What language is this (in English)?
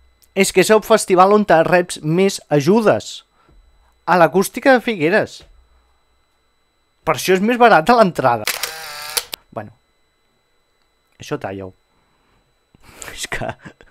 Catalan